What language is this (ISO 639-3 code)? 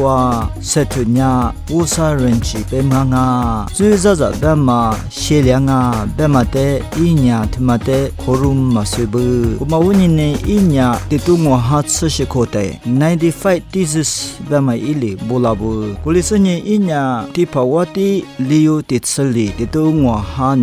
lis